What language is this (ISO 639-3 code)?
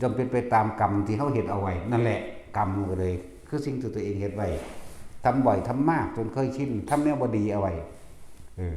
lao